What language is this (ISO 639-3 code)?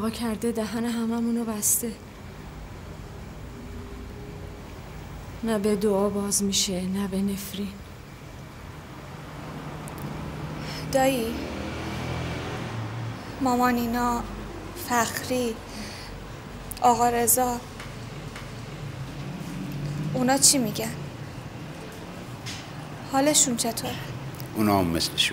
fas